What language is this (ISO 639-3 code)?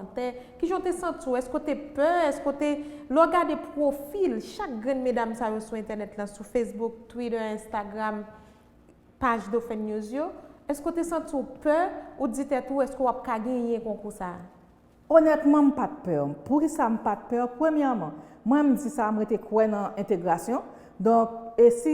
hat